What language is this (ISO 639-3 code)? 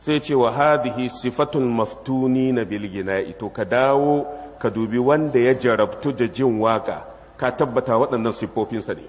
hau